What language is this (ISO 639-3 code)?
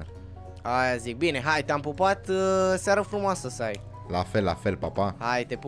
ron